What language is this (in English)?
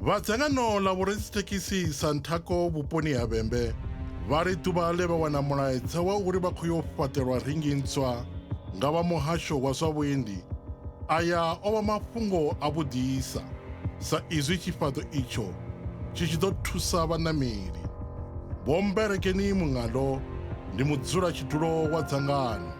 Venda